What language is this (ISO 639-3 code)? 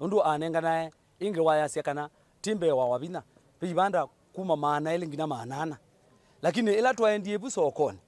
kam